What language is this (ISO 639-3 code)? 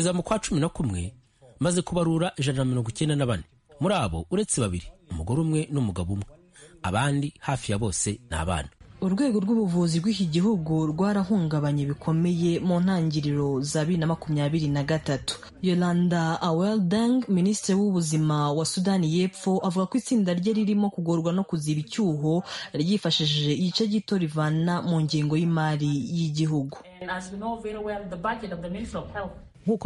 kin